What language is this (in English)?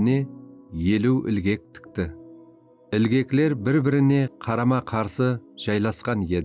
Kara-Kalpak